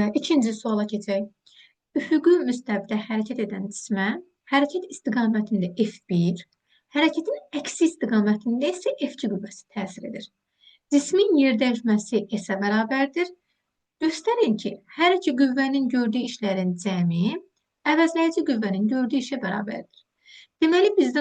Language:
Azerbaijani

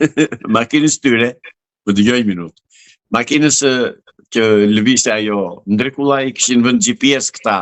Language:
Albanian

